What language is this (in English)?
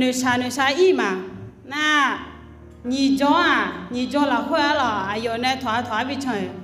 Akha